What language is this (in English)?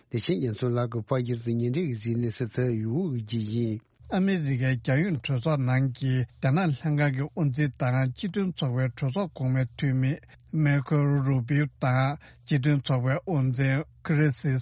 Tibetan